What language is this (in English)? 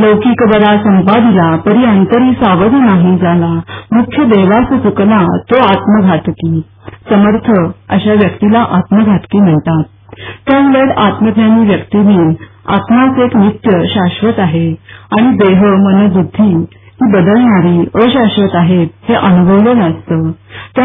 Marathi